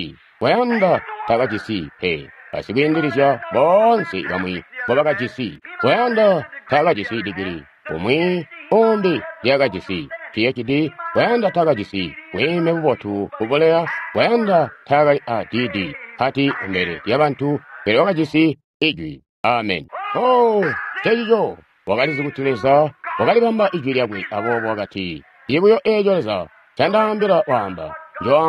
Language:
Tonga (Zambia)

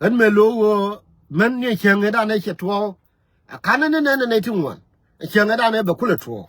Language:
Nuer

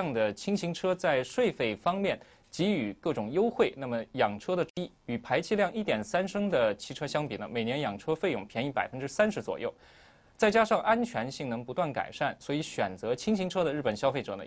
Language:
Chinese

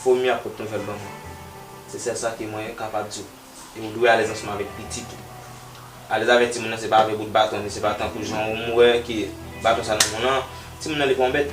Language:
Haitian Creole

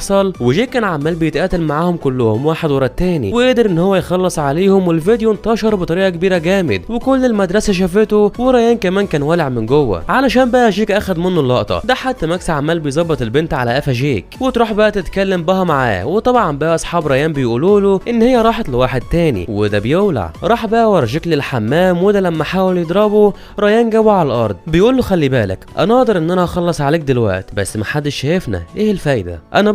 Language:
Egyptian Arabic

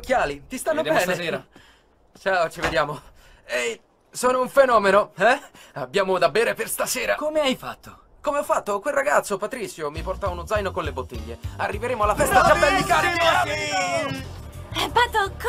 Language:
Italian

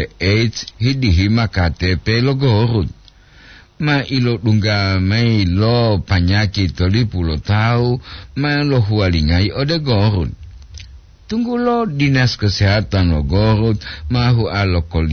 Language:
Gorontalo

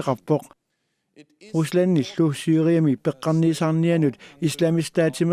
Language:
Kalaallisut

